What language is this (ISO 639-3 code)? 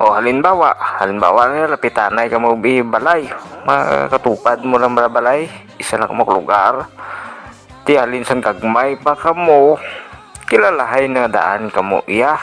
hil